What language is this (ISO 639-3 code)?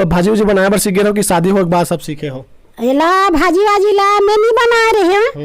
hne